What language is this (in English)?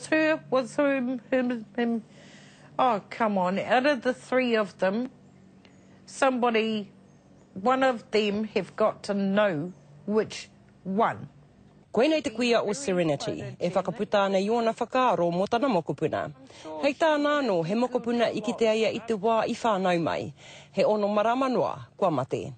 Māori